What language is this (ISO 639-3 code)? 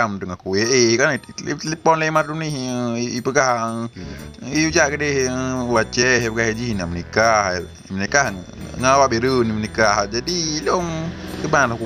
ace